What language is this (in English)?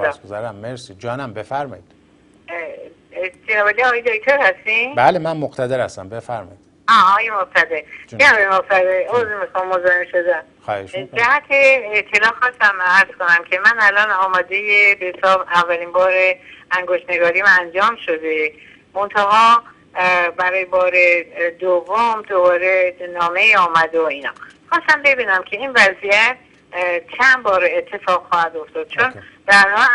Persian